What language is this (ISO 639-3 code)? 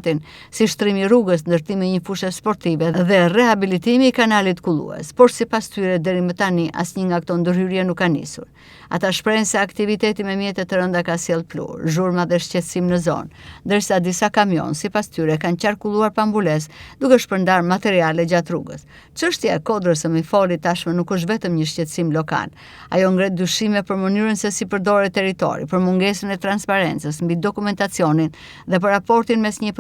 sqi